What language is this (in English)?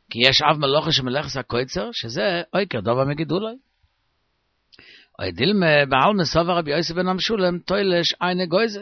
Hebrew